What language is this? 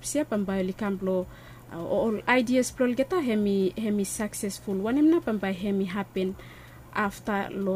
Bislama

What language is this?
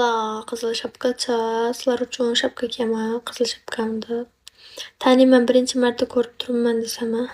Uzbek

